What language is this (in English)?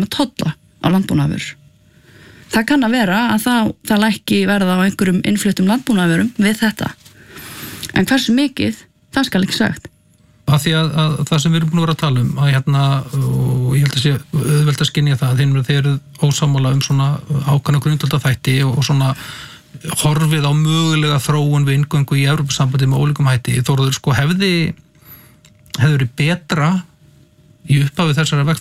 Icelandic